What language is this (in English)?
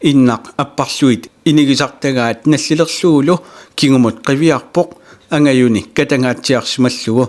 Kalaallisut